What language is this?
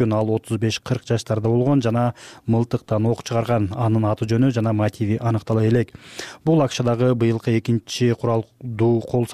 Kyrgyz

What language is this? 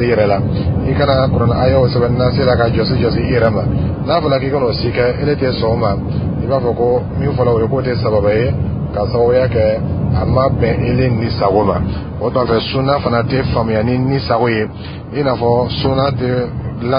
Dyula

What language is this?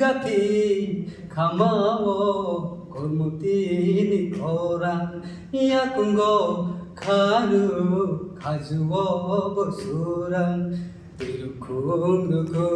Kok Borok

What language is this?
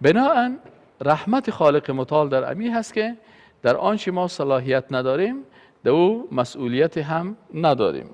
Persian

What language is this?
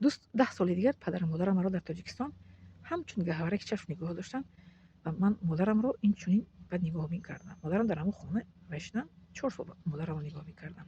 Tajik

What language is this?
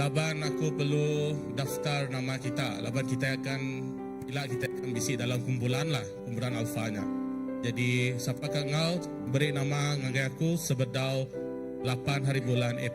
Iban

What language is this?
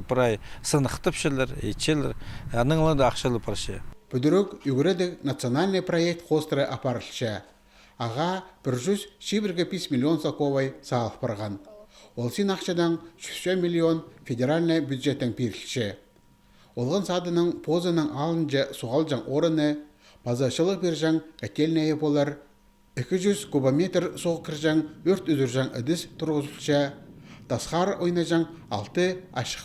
Khakas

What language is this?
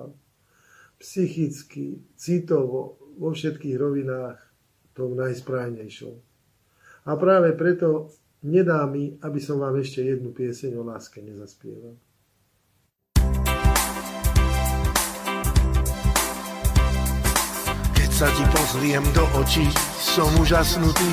Slovak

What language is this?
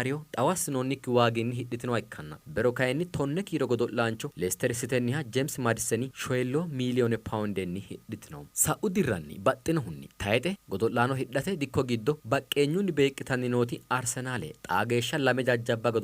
Sidamo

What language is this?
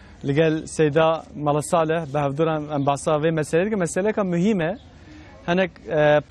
Kurdish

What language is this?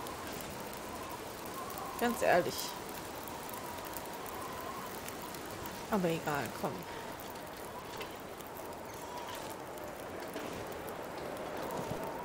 German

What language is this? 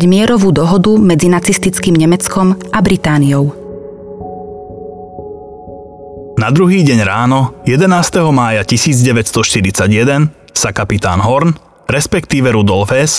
Slovak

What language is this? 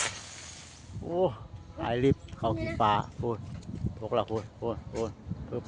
Lao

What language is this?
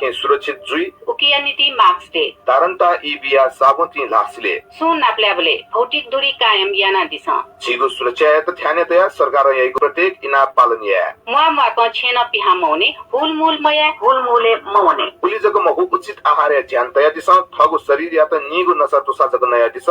Newari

